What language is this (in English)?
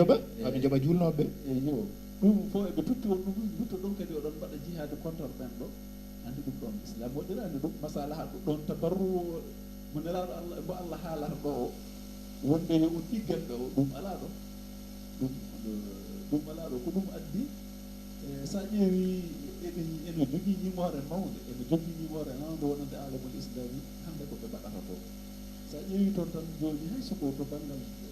Fula